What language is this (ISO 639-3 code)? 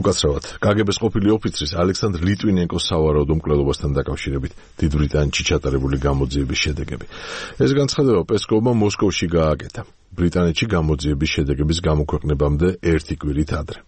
kat